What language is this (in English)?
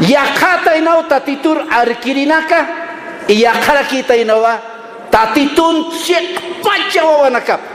Aymara